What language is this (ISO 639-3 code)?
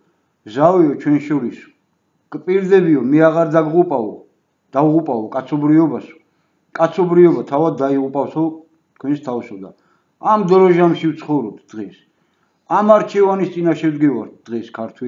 kat